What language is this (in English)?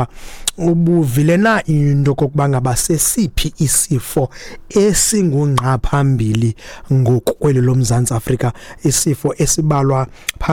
Xhosa